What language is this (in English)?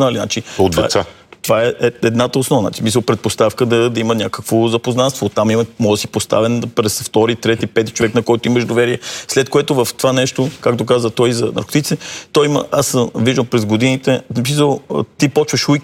Bulgarian